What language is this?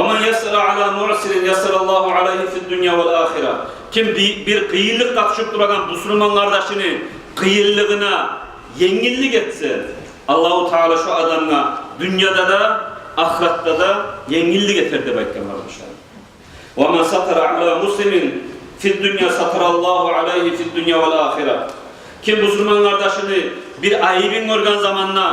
Kumyk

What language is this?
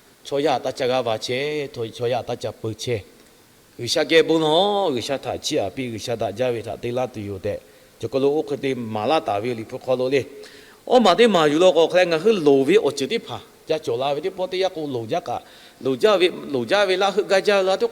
Lahu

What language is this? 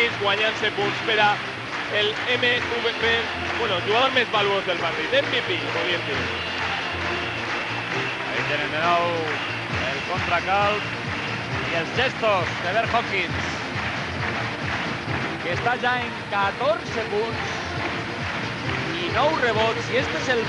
Catalan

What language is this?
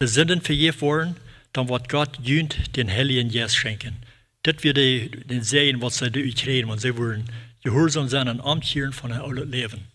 Plautdietsch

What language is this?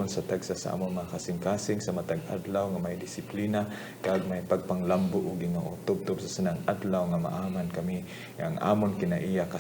Hiligaynon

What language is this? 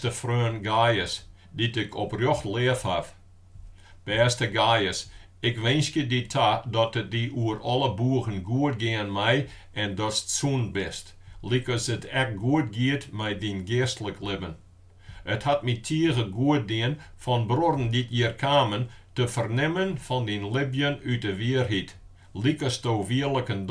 Western Frisian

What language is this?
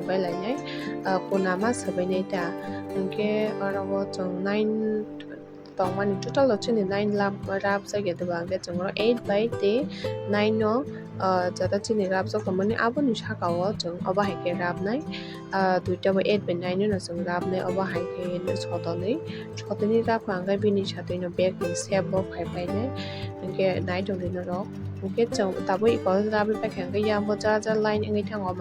Kok Borok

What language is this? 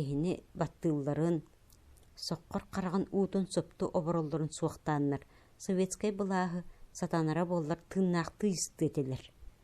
Yakut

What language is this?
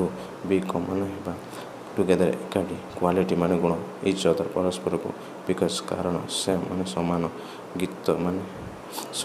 Odia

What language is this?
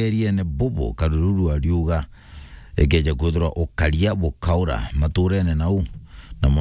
Meru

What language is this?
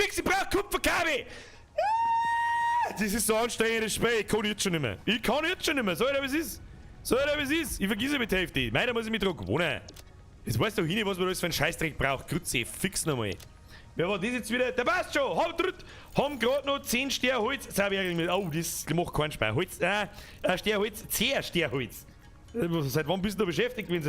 Bavarian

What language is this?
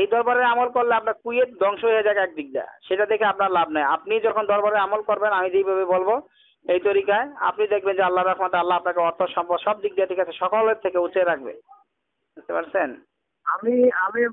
Bangla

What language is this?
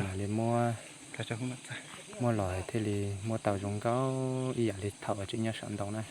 Hmong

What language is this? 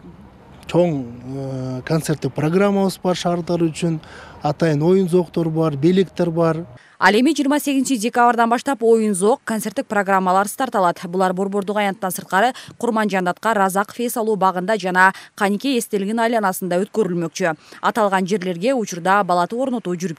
Kyrgyz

